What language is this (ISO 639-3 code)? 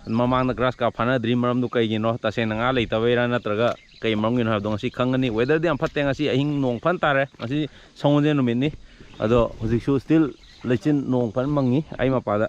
mni